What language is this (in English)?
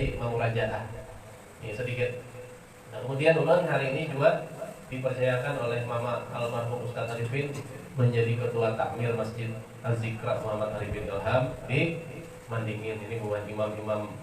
Banjar